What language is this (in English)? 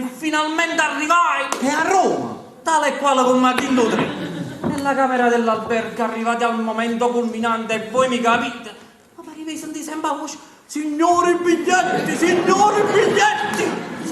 Neapolitan